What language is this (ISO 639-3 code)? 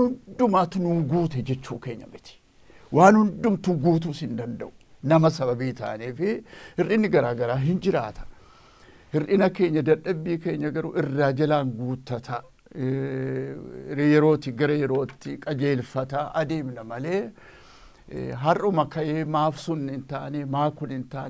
orm